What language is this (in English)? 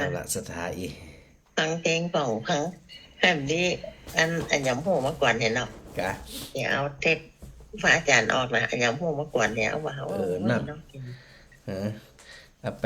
Northern Thai